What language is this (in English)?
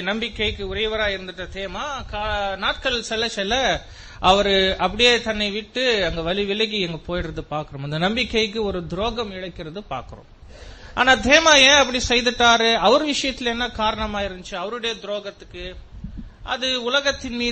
Tamil